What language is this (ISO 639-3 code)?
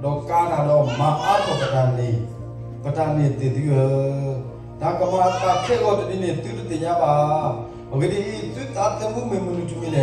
ksw